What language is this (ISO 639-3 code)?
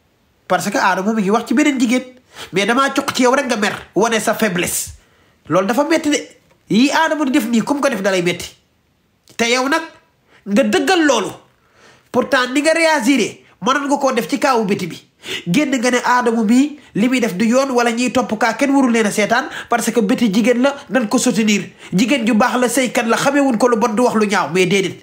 wol